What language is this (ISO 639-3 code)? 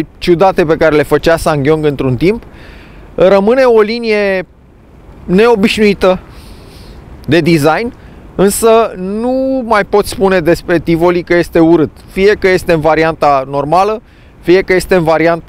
ron